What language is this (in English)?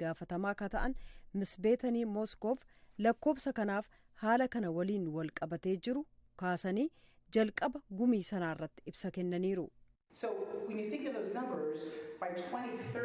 Oromo